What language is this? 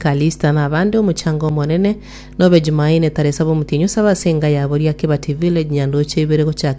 Gusii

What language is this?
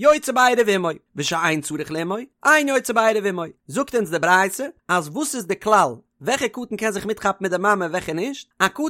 Yiddish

